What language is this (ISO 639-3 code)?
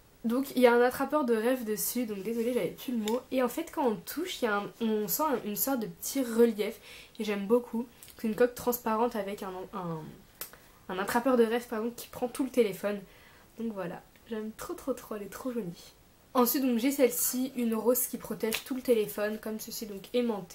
fra